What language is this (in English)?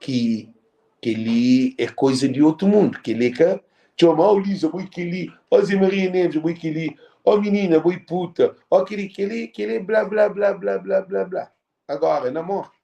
Kabuverdianu